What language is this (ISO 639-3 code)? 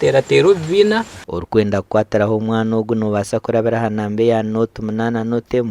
nyn